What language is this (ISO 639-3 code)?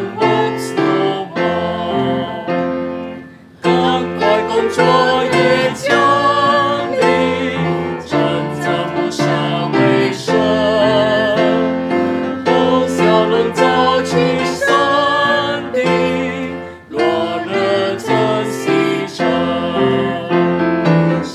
zho